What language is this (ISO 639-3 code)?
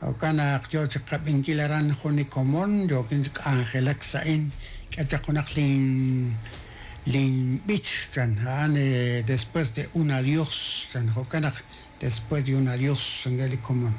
kek